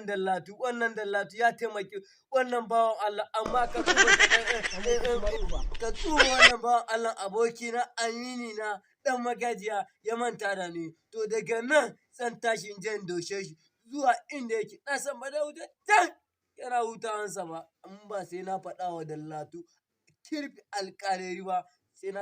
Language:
Hausa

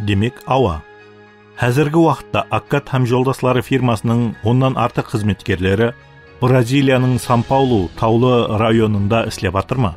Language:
Kara-Kalpak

